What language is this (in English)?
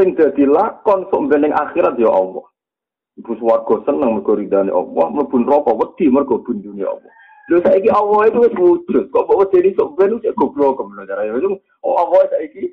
Javanese